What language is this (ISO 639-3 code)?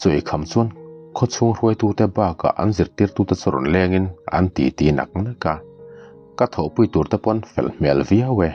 lus